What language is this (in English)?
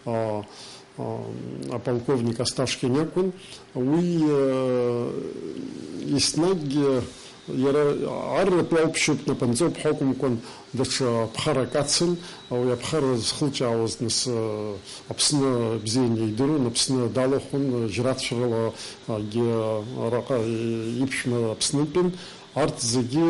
Abkhazian